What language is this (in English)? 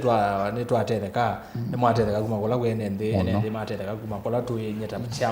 Kamba